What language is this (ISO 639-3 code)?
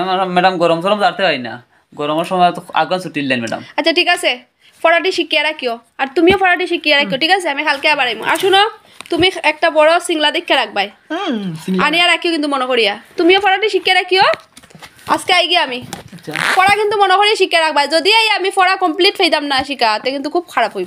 syl